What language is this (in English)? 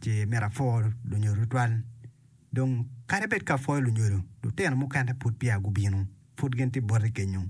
Acoli